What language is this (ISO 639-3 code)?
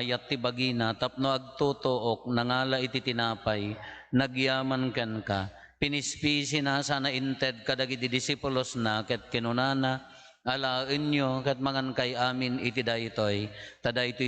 ilo